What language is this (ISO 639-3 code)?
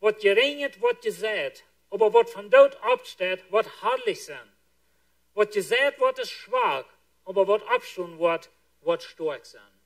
pdt